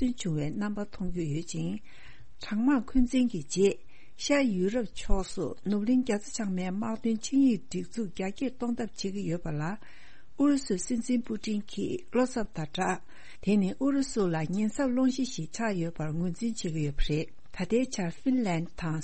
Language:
Tibetan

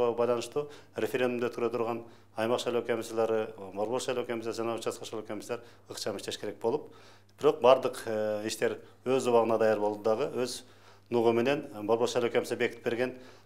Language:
Kyrgyz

